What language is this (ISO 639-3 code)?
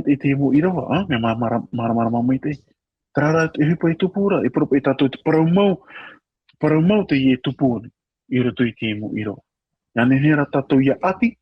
tah